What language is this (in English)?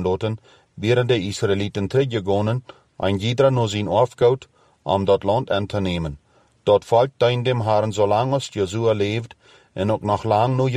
Plautdietsch